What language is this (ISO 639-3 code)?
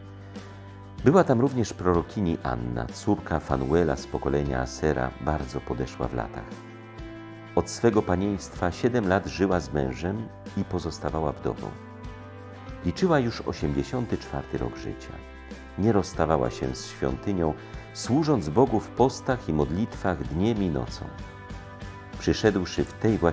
pol